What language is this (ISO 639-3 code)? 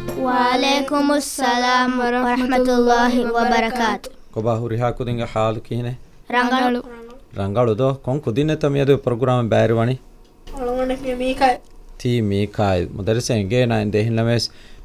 div